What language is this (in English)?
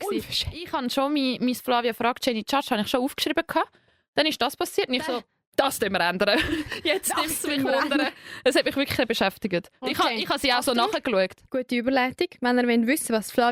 Swiss German